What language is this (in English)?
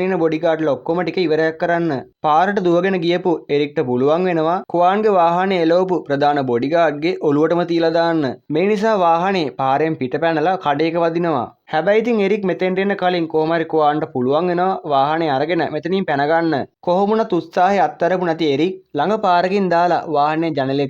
Sinhala